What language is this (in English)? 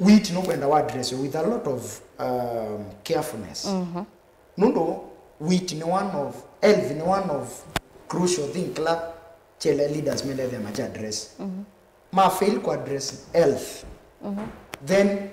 Kamba